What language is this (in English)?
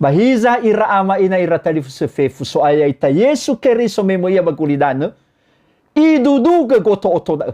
Nias